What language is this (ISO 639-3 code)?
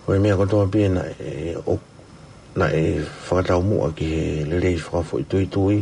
ton